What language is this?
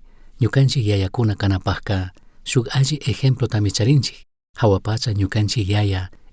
Chimborazo Highland Quichua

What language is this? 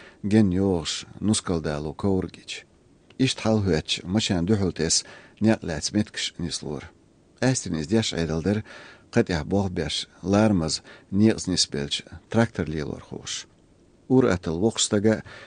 Latvian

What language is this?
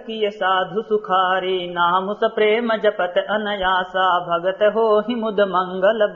Awadhi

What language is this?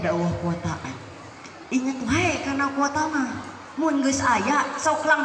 Sundanese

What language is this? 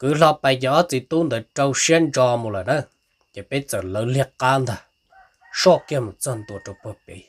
Hmong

